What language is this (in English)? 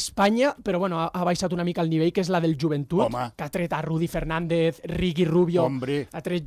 Catalan